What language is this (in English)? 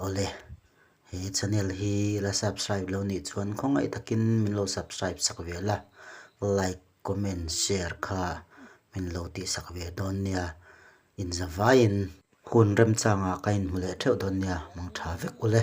Mizo